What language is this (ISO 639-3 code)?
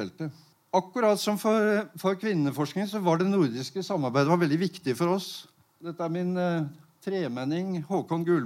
nor